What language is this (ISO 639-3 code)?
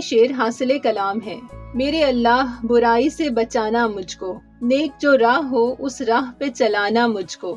urd